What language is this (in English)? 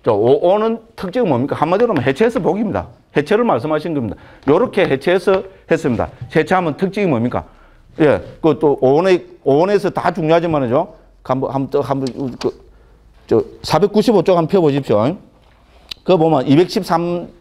Korean